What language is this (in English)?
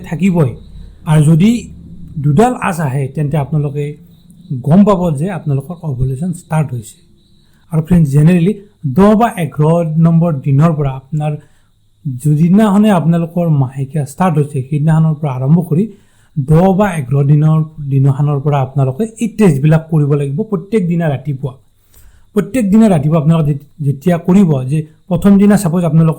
Assamese